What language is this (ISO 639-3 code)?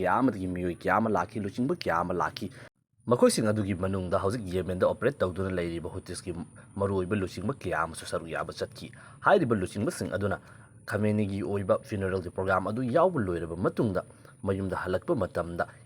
mni